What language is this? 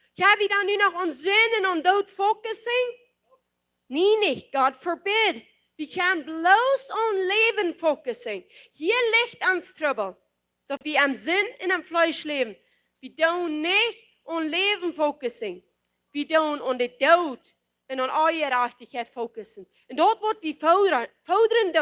Plautdietsch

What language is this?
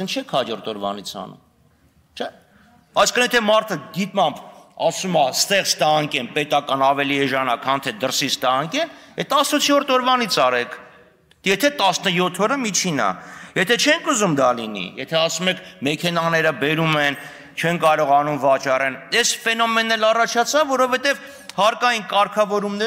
Armenian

